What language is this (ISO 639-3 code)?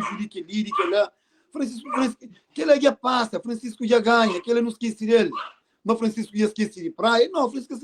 kea